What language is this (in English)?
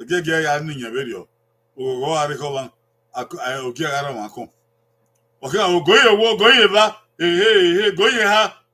Bini